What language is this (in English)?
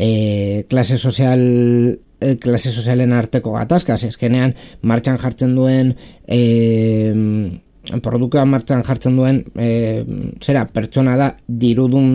Basque